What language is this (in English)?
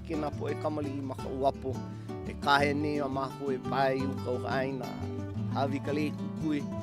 Hawaiian